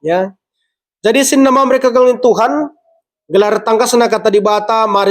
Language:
Batak Karo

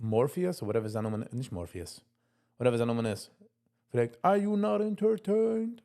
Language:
Yiddish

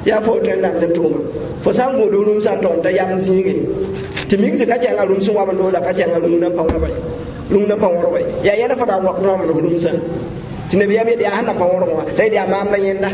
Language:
Mossi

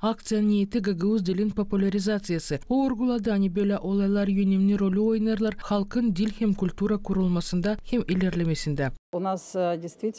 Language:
Gagauz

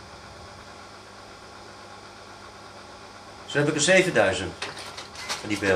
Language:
Dutch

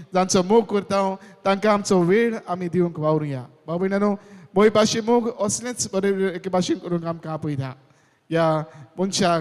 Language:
Konkani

